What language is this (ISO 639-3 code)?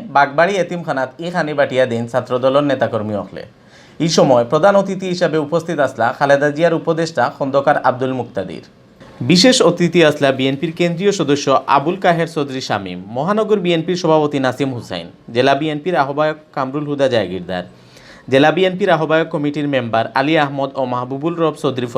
syl